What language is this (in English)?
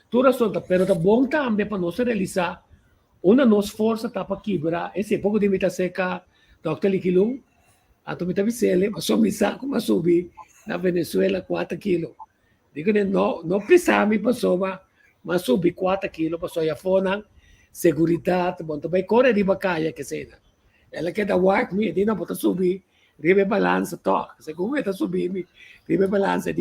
Papiamento